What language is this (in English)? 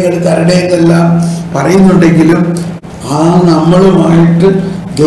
Malayalam